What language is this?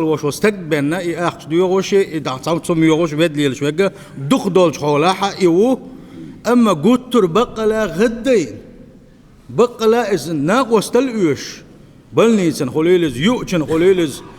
Chechen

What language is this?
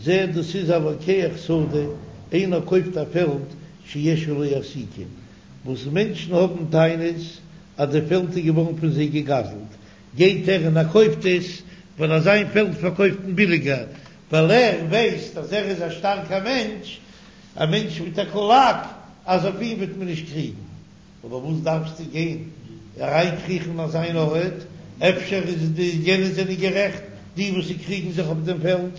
Yiddish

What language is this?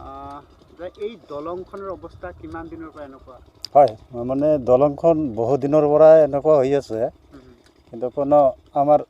Assamese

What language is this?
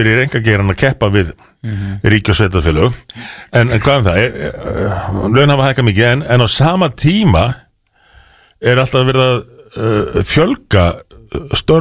Icelandic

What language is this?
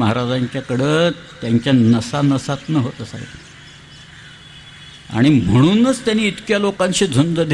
Marathi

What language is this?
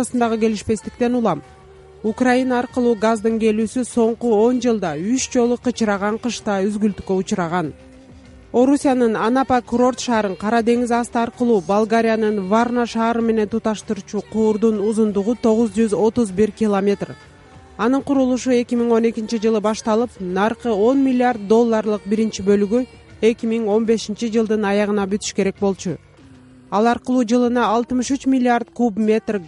Kyrgyz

